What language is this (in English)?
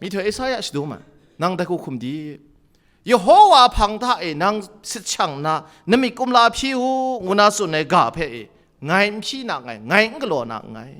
Kachin